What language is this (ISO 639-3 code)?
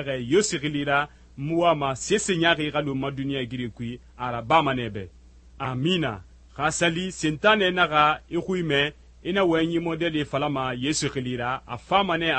sus